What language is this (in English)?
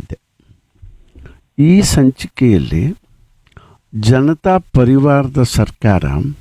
Kannada